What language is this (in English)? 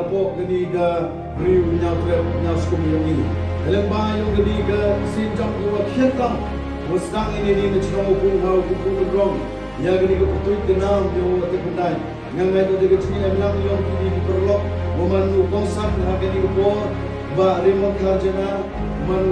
Khasi